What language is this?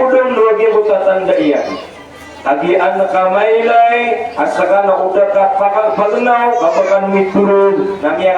Maranao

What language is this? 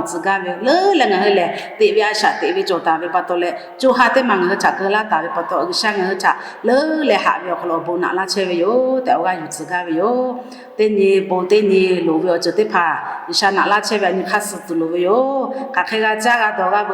Lahu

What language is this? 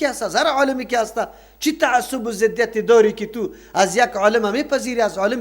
Persian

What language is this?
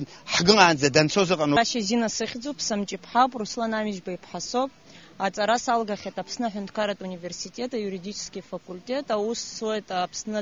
Abkhazian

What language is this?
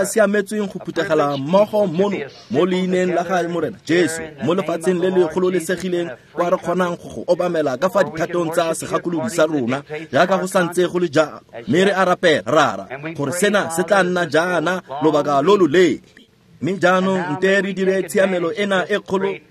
Tswana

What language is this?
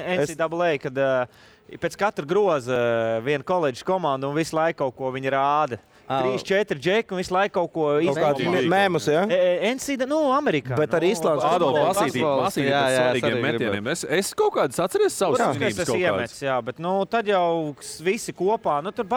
Latvian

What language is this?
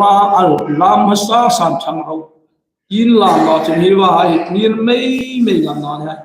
Hmar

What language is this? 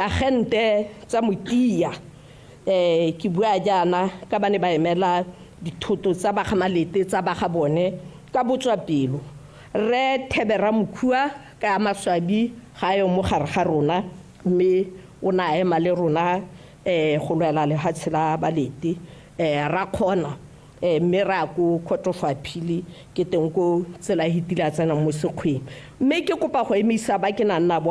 Tswana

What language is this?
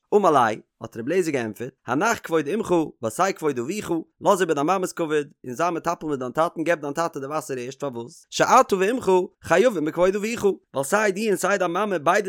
Yiddish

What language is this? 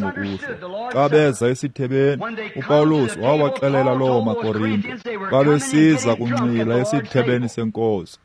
Xhosa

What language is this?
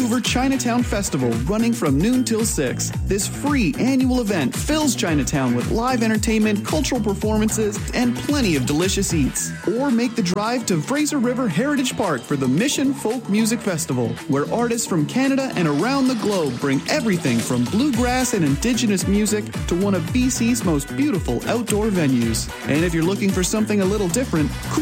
English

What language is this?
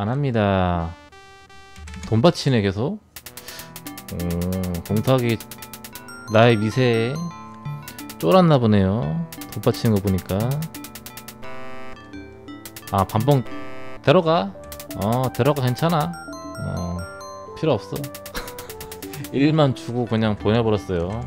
Korean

